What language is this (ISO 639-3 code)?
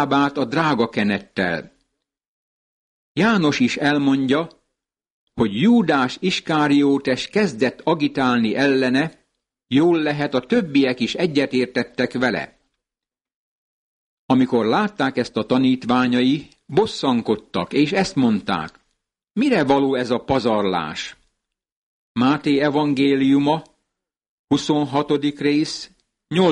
hun